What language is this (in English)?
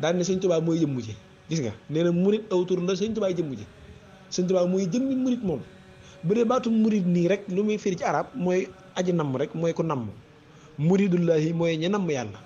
Wolof